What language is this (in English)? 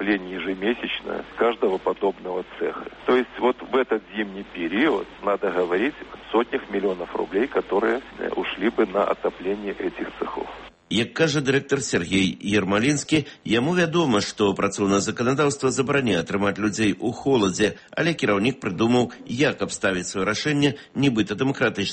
Belarusian